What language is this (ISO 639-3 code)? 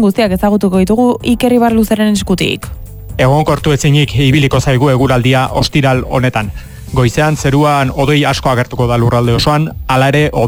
eus